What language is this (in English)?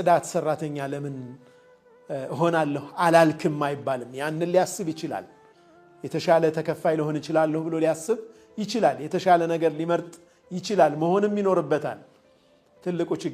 Amharic